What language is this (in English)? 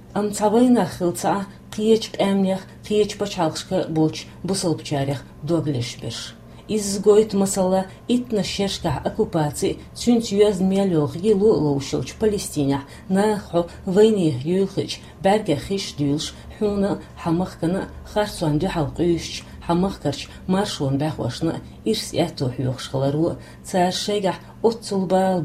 Chechen